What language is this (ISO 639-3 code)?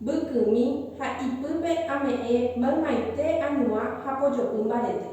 grn